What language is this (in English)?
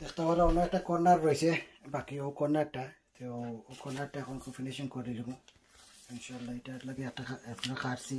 Sylheti